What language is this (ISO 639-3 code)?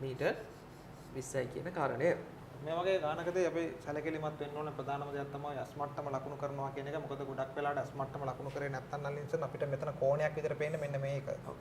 sin